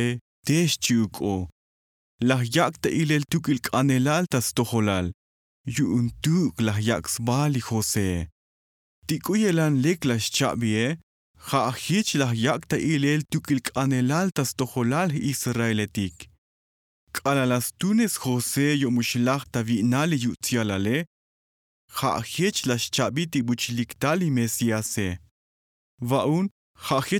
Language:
Tzotzil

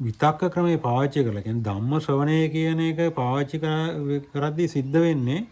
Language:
Sinhala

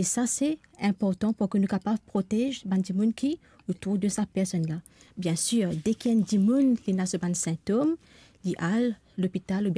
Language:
Morisyen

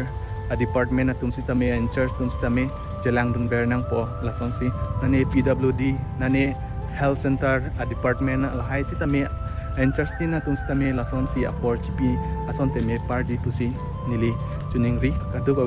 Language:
Karbi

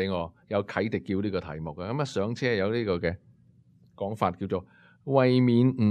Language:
Cantonese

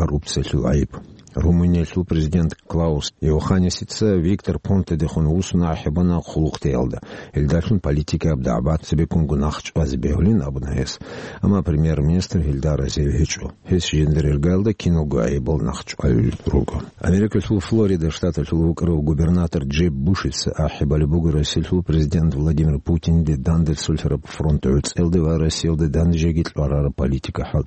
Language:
Avaric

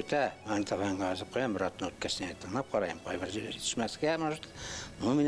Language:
Bashkir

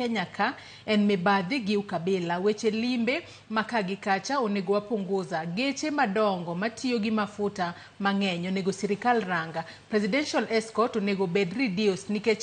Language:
Luo (Kenya and Tanzania)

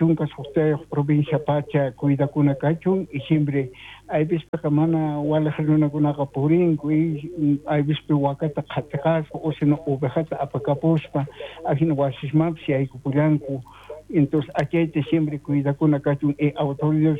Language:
South Bolivian Quechua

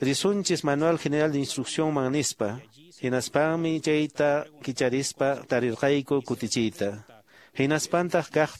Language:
Quechua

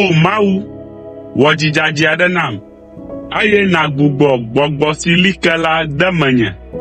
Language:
Ewe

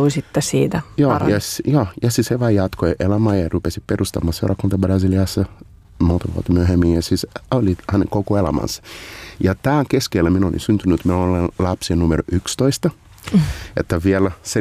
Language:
Finnish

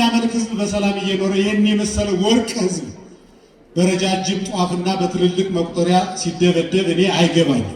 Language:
Amharic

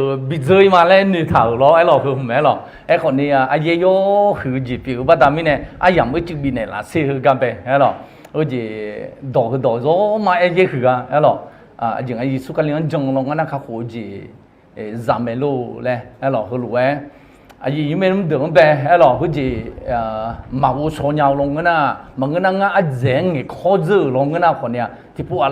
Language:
Akha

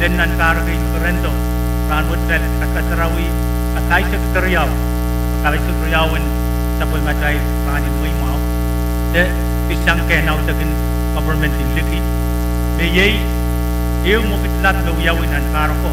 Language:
Pohnpeian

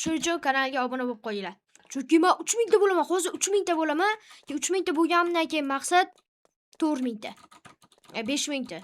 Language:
Uzbek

